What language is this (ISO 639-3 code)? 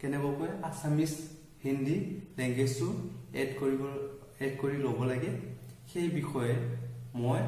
asm